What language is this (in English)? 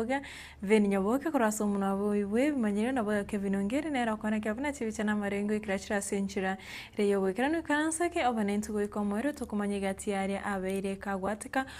Gusii